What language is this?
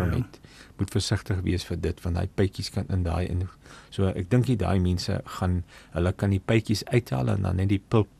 Afrikaans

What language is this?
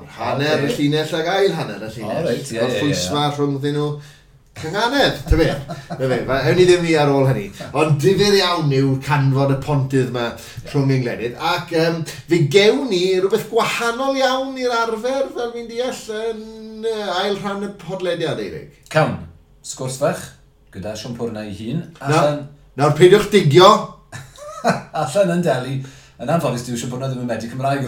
Welsh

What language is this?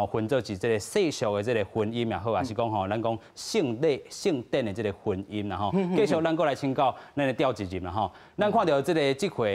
Min Nan Chinese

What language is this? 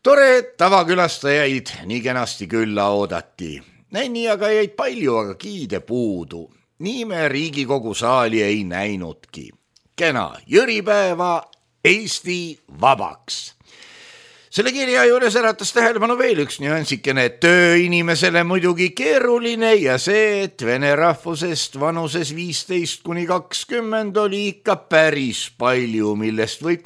Estonian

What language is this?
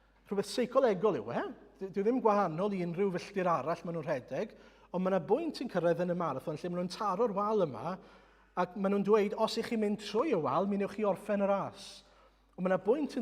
Welsh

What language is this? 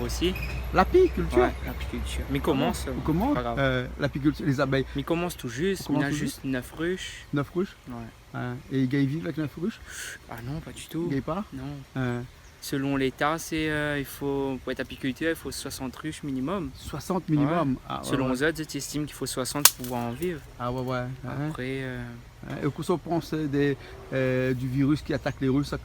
Réunion Creole French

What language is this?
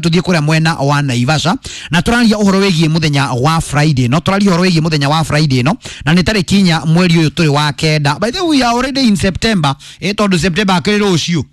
Kikuyu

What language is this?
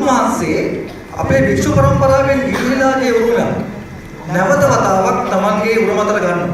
Sinhala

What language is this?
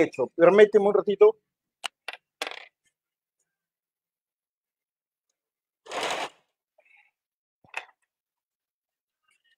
Spanish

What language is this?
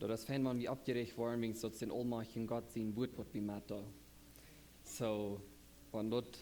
Plautdietsch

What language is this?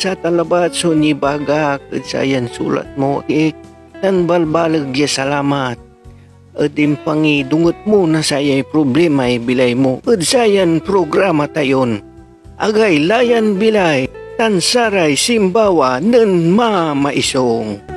Pangasinan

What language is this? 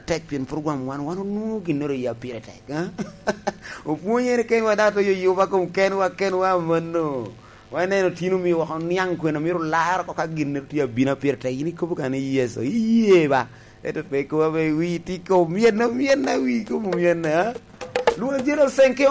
Lango (Uganda)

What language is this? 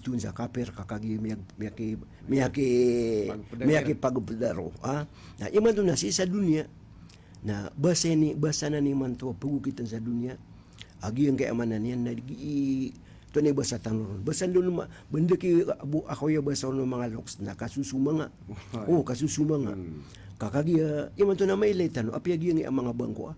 Maranao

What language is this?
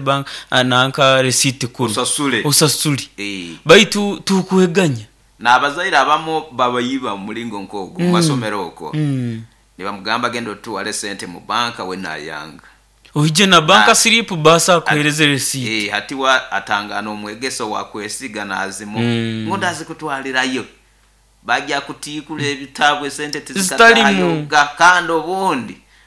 Nyoro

